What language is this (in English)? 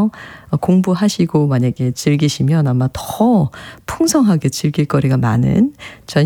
Korean